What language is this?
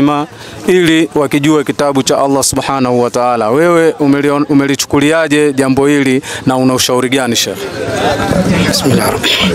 Swahili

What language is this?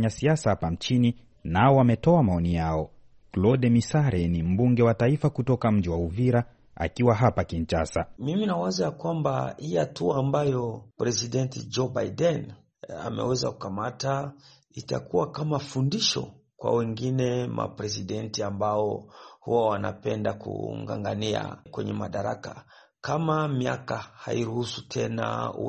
Swahili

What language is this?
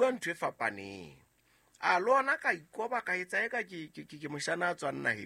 Southern Sotho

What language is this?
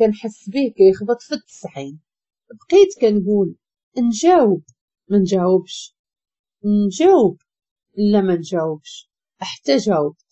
Moroccan Arabic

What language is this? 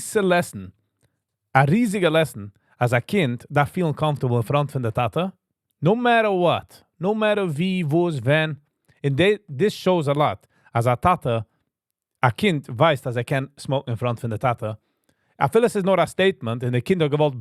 Yiddish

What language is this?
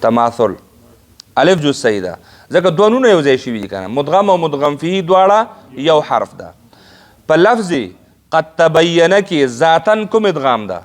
Pashto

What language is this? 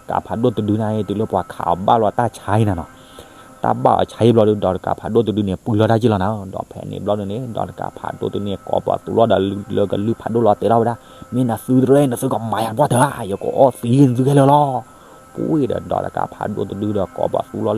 S'gaw Karen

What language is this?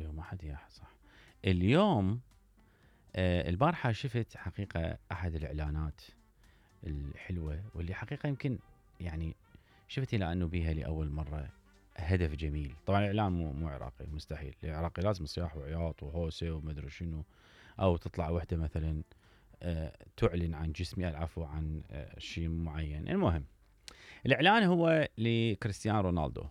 Mesopotamian Arabic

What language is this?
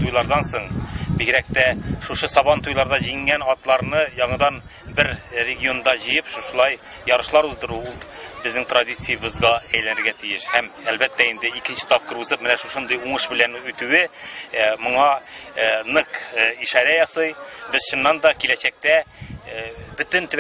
Tatar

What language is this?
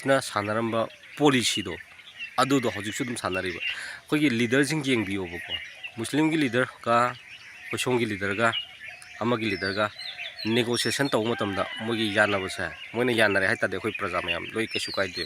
Manipuri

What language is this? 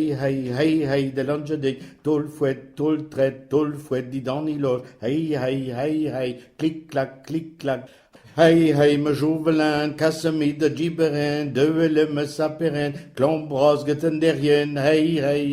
Breton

